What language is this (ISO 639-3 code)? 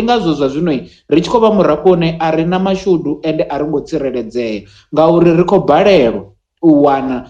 ven